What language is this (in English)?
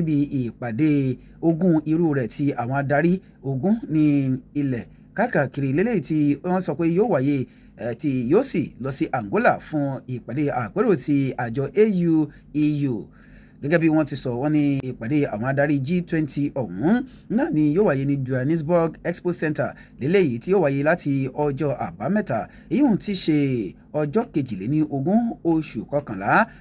Yoruba